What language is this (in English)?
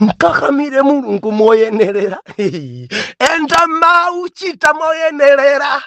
Nyanja